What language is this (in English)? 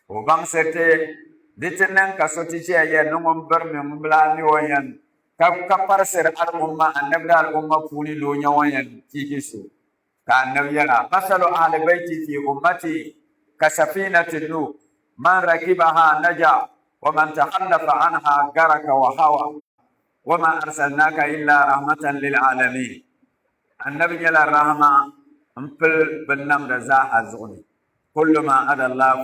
Dagbani